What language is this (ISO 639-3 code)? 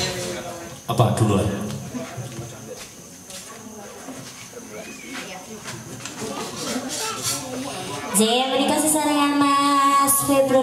ind